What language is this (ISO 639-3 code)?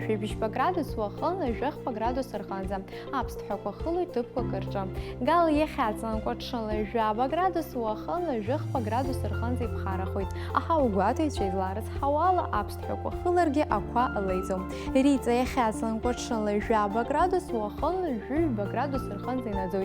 abk